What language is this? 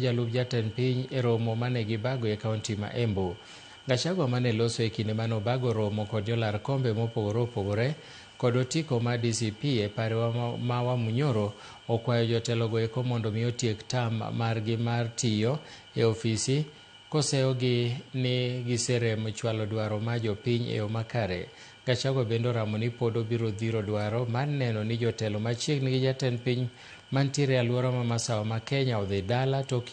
Luo (Kenya and Tanzania)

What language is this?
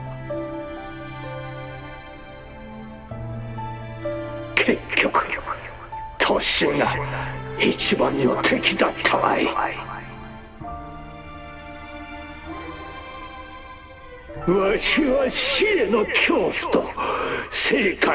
Japanese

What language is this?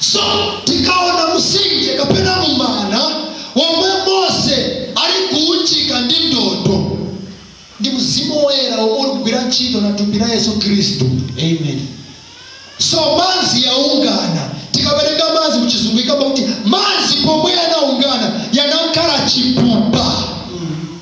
Nyanja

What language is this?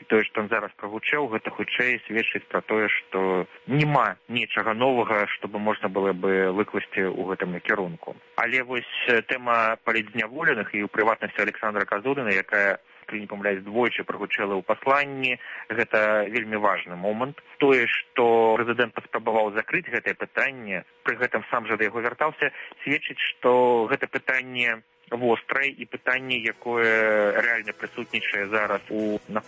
Belarusian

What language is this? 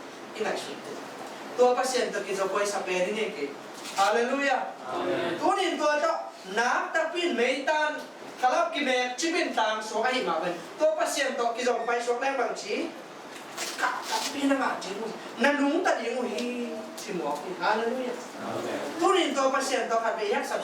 Tedim Chin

